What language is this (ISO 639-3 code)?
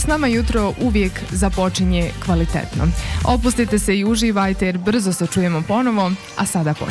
bos